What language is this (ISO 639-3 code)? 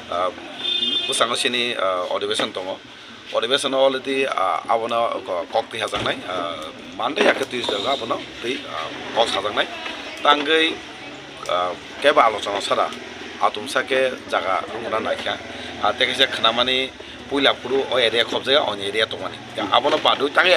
trp